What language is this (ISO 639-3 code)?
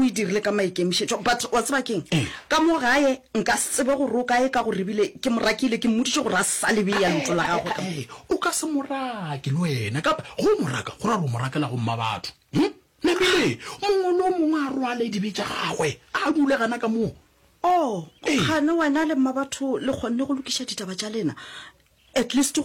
nso